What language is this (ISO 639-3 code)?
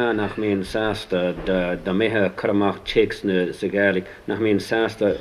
gle